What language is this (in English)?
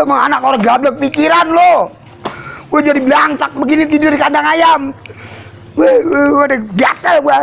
Betawi